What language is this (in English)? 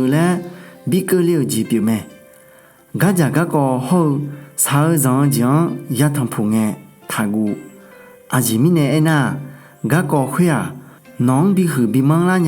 Akha